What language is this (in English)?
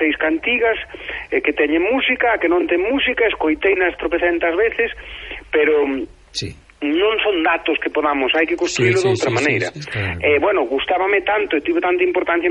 Galician